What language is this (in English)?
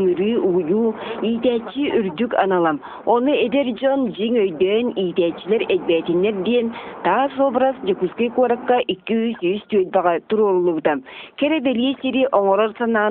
Yakut